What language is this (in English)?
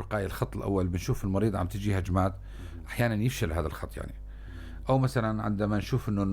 North Levantine Arabic